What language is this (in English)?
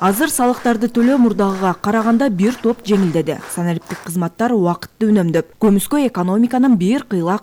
Kyrgyz